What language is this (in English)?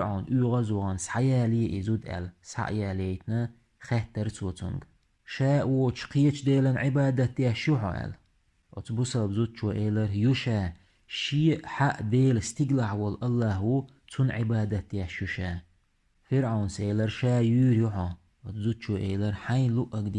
Chechen